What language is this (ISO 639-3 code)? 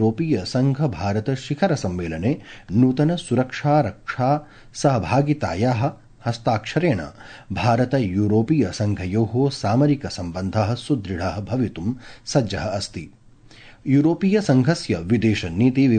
san